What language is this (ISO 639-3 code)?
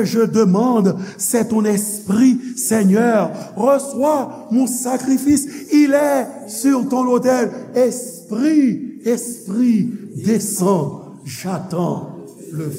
hat